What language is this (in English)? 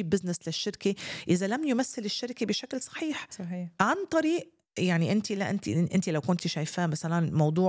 North Levantine Arabic